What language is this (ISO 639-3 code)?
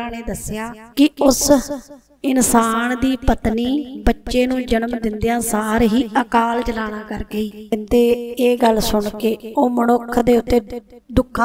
pan